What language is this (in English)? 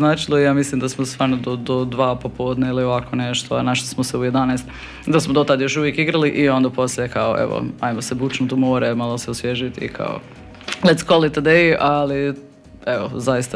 Croatian